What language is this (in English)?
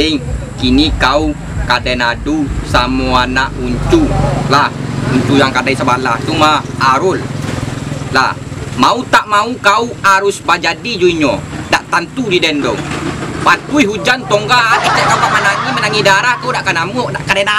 Minangkabau